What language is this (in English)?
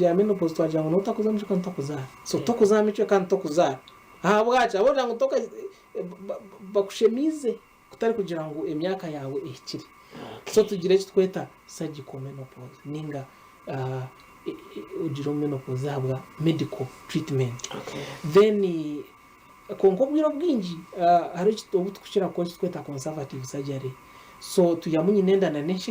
Nyankole